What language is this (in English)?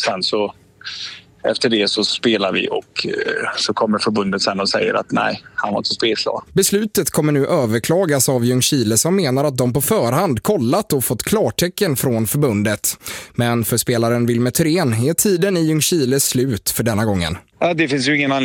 Swedish